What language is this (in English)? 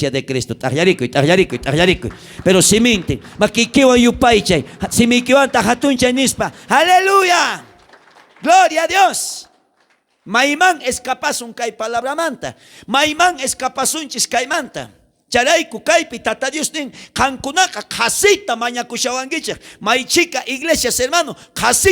South Bolivian Quechua